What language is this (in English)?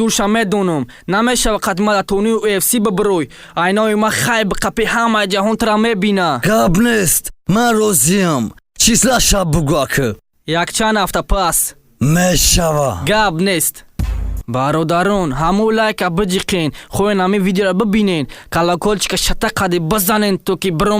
Tajik